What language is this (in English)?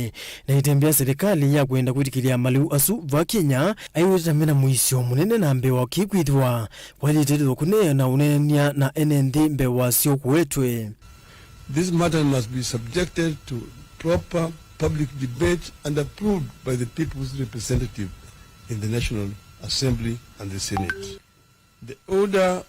Kamba